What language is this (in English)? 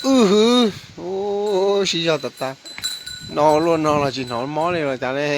Hmong